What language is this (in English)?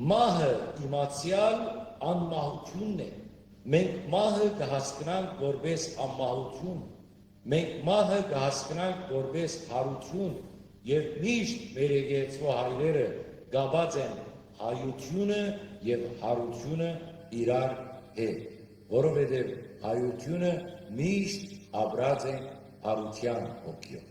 Western Armenian